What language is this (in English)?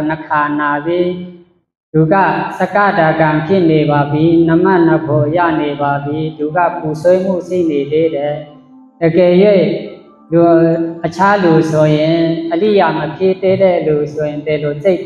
Shan